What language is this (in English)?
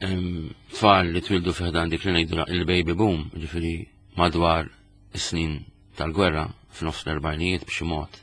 Maltese